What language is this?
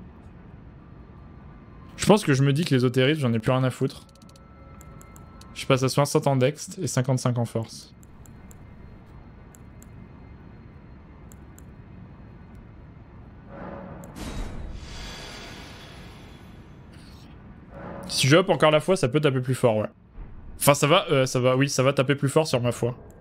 French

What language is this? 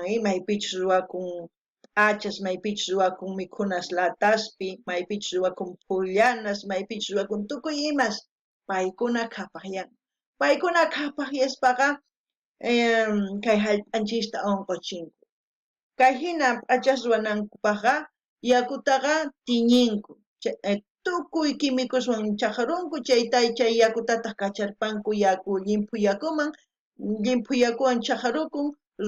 South Bolivian Quechua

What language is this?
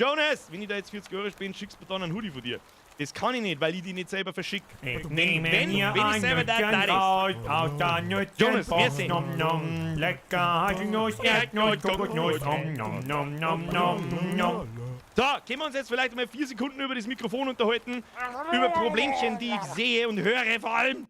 Bavarian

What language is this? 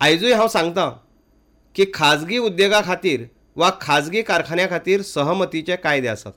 Konkani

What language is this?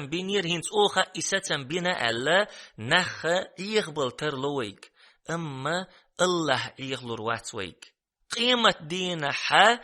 Chechen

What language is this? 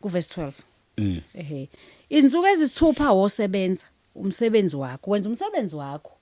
Zulu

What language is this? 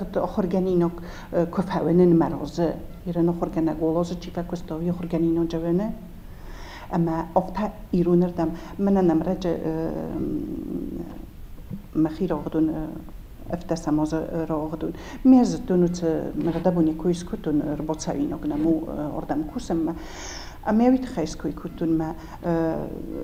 Ossetic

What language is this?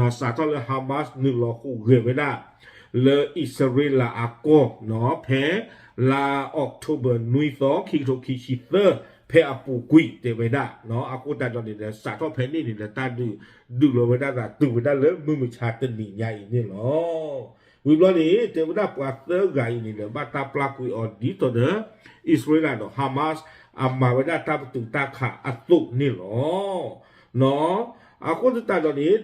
S'gaw Karen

